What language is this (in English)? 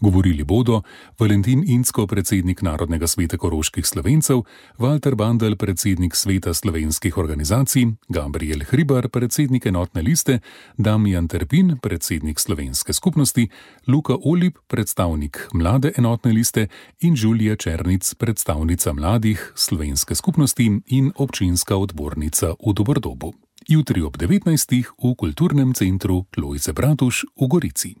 Slovenian